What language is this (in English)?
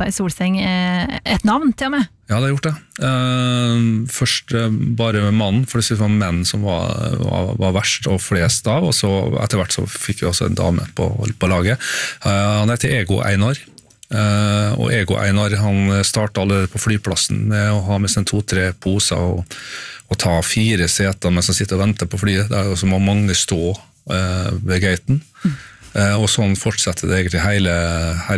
Norwegian